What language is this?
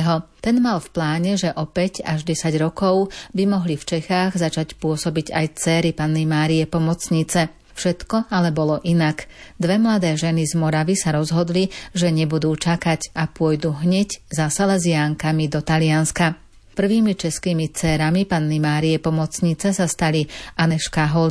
Slovak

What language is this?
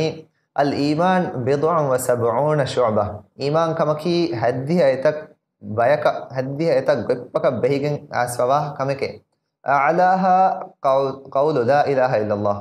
Divehi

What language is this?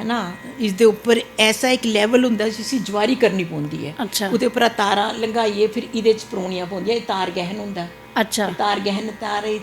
Dogri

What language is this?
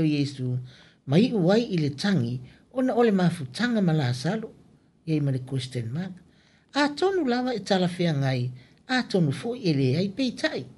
Samoan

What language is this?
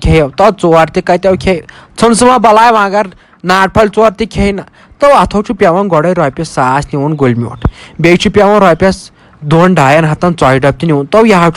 Kashmiri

